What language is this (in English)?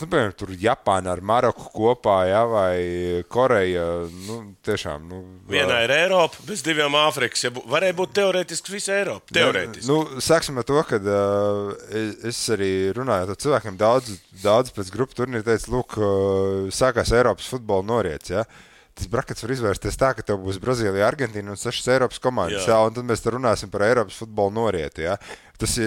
Latvian